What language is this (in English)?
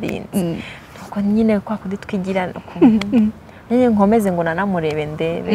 Kinyarwanda